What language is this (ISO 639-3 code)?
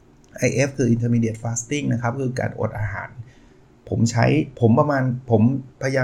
tha